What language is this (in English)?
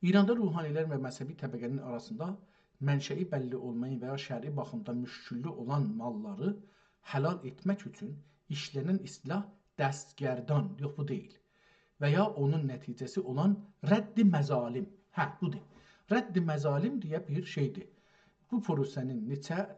South Azerbaijani